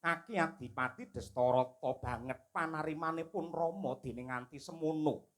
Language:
Javanese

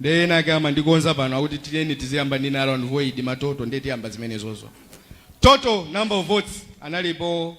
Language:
Nyanja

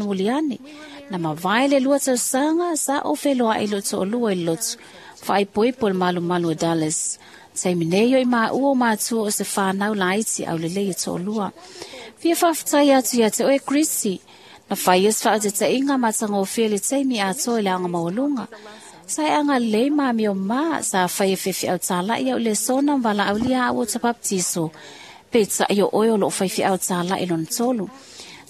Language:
Samoan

